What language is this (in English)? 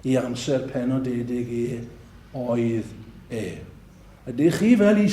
Welsh